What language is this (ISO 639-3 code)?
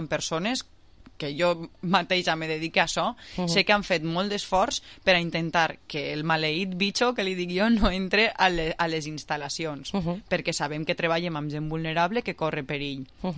cat